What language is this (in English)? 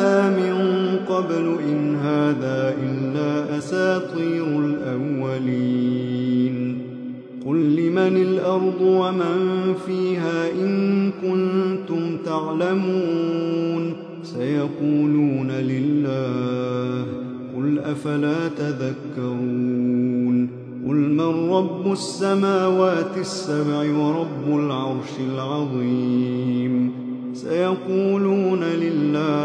Arabic